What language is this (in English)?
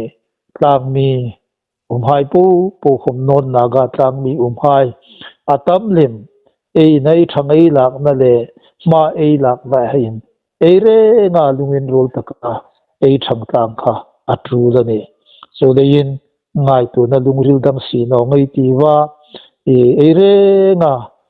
Hmar